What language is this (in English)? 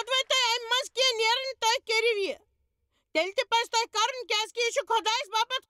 Kashmiri